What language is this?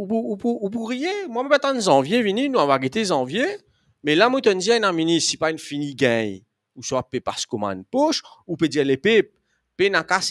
Morisyen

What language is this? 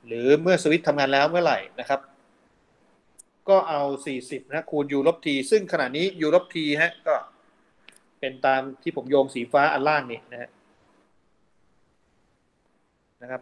Thai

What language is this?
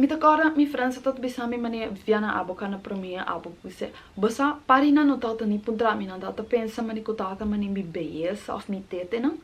Papiamento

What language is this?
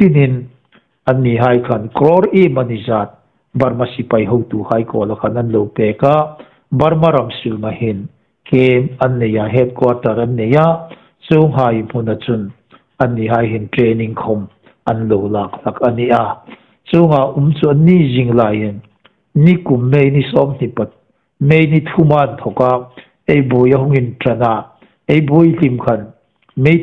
Hmar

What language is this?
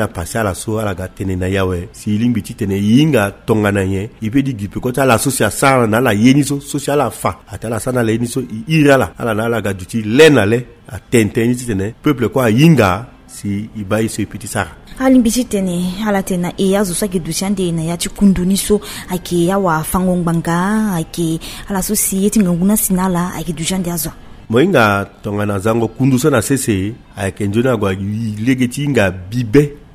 Sango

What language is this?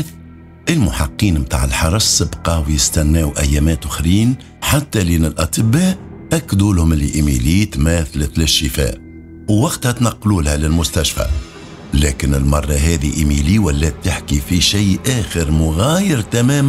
Tunisian Arabic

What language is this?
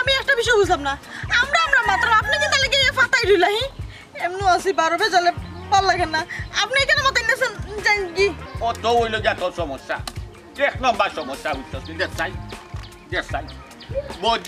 Sylheti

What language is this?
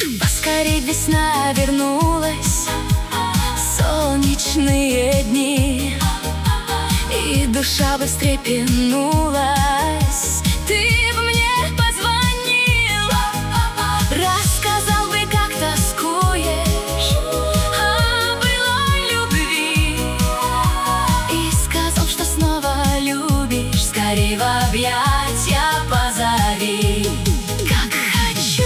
Russian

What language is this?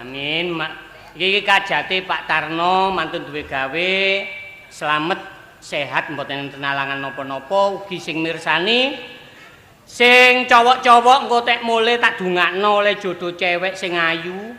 Javanese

